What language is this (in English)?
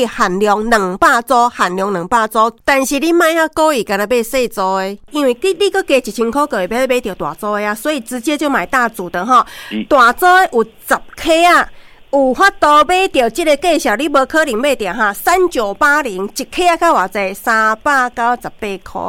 Min Nan Chinese